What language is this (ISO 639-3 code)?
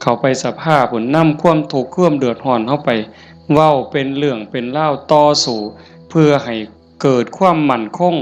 tts